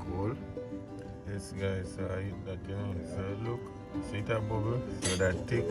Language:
Jamaican Creole English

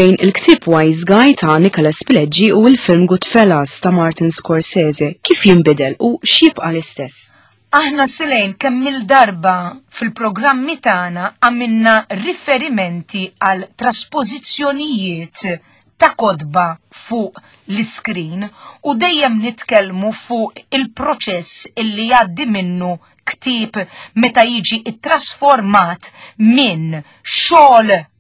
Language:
Maltese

